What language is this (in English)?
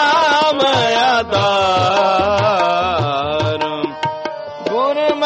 Punjabi